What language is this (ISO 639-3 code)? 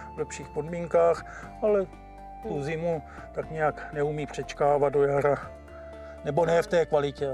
ces